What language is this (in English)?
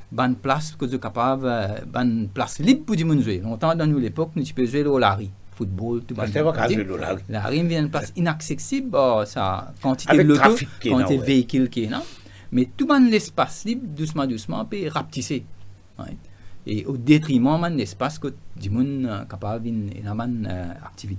Morisyen